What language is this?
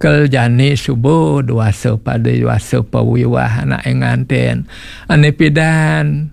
Balinese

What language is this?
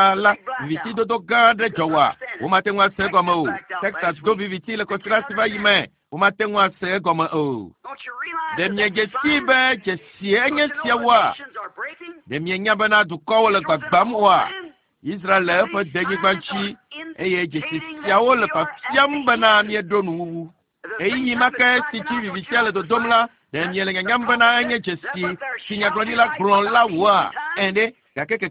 Ewe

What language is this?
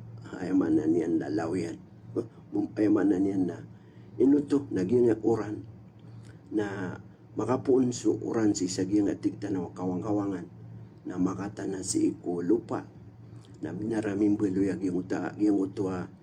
Maranao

